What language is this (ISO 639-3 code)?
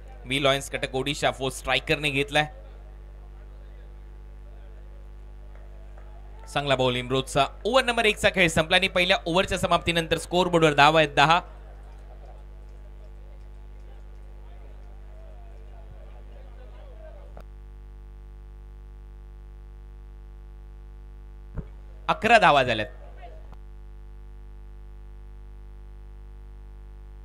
mar